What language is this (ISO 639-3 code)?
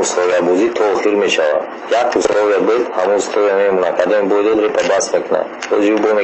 tgk